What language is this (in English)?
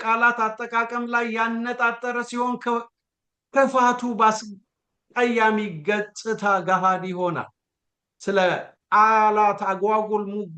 Amharic